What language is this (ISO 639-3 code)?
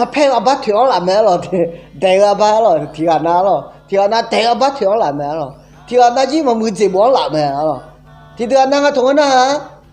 ahk